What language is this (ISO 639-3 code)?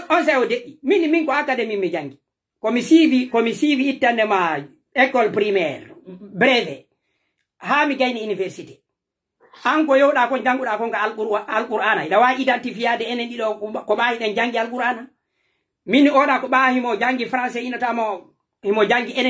fuf